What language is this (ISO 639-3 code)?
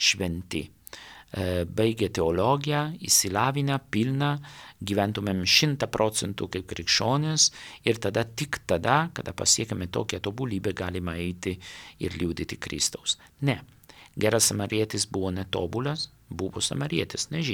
lit